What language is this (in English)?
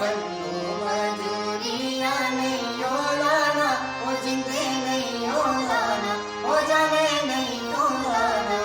Dogri